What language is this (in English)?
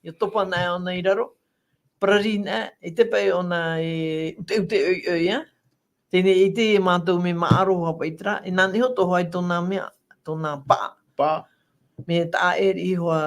Tahitian